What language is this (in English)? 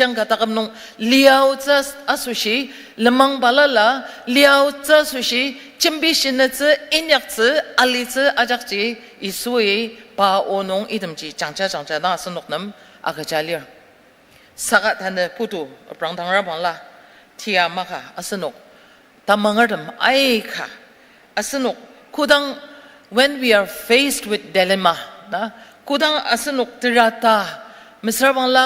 Ao Naga